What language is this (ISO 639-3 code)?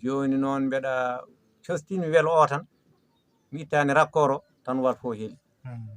ful